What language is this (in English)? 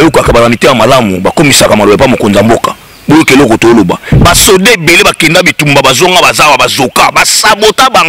Lingala